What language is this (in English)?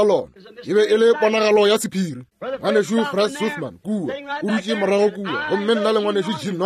Northern Sotho